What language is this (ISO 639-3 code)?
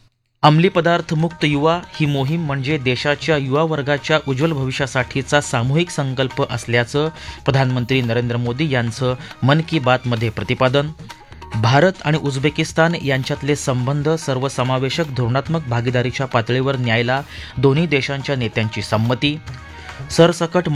mar